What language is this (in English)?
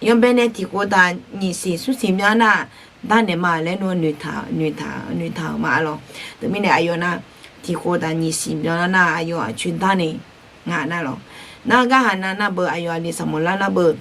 Akha